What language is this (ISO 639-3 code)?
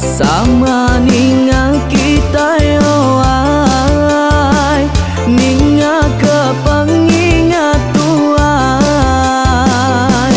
iba